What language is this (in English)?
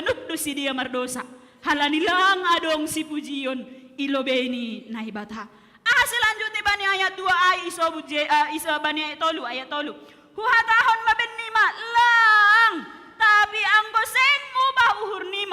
Batak Simalungun